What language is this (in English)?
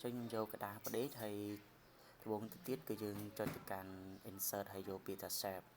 Khmer